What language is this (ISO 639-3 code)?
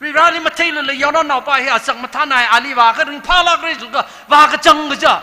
nmf